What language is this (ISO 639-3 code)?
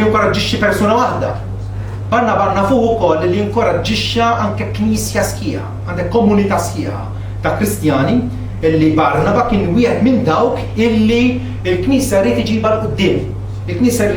mlt